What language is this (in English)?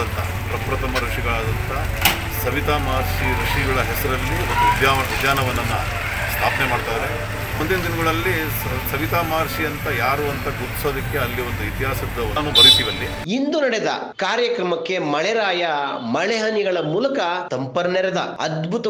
Kannada